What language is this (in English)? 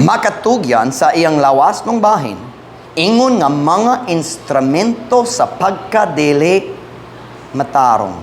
Cebuano